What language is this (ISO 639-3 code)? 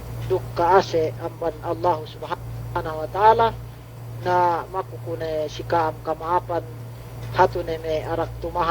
yka